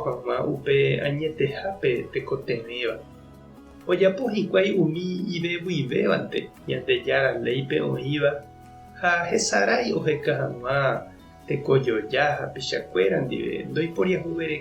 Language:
Guarani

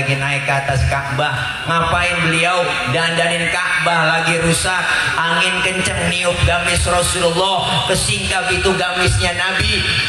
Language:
Betawi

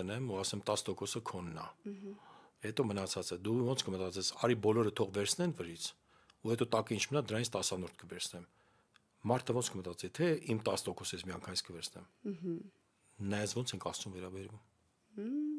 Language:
Armenian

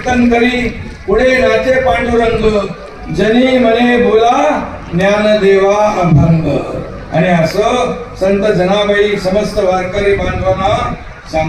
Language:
Marathi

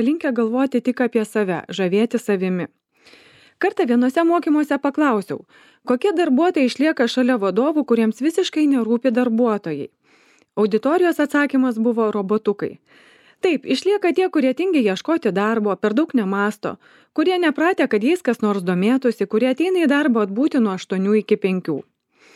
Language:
Lithuanian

